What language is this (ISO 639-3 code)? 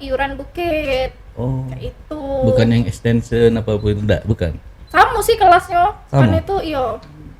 mui